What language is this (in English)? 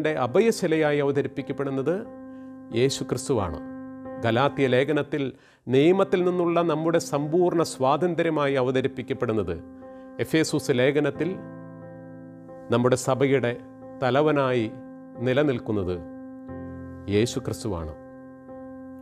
Malayalam